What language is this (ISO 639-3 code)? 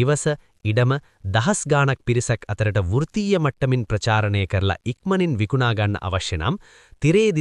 sin